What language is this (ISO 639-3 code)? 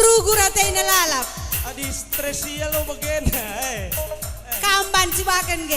btx